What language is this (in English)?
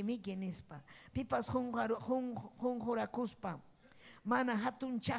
Ayacucho Quechua